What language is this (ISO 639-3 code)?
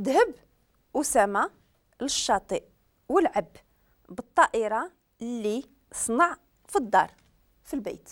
ary